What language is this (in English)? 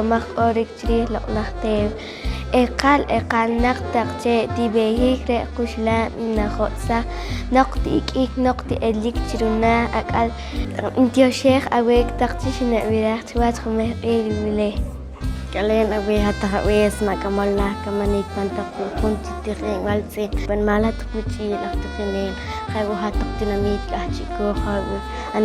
Poqomchi'